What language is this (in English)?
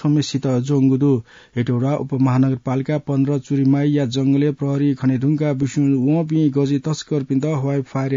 Newari